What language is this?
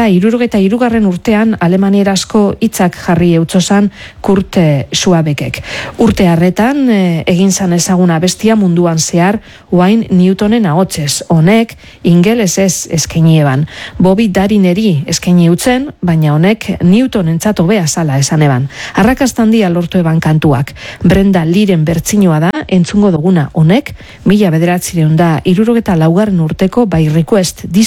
Basque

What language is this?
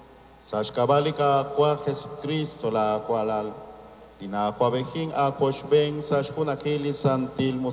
Kekchí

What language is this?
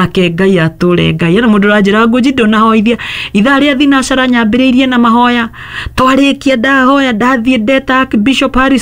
Kikuyu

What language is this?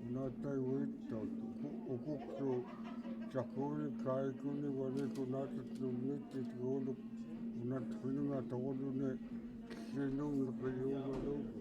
Central Yupik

